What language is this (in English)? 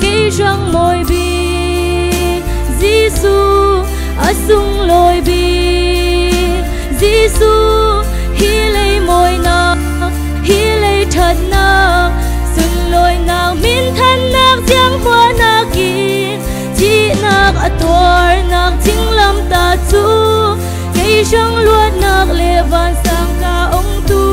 Falam Chin